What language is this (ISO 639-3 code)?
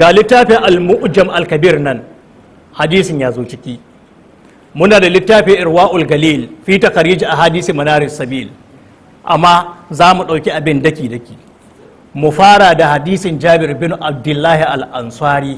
hau